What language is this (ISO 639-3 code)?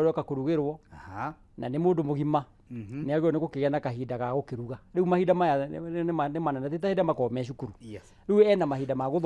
kik